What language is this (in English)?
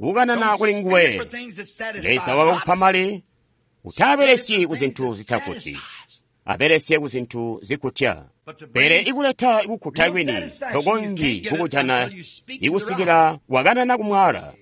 Tonga (Zambia)